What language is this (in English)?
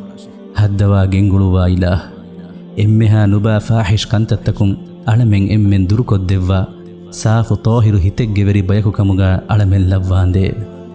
Divehi